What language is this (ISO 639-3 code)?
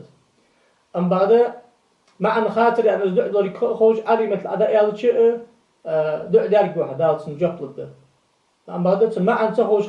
inh